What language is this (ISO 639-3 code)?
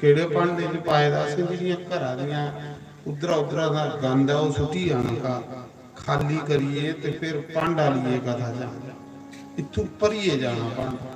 doi